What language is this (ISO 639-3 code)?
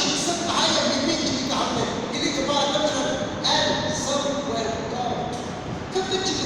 nmf